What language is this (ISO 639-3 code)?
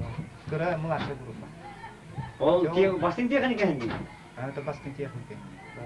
sah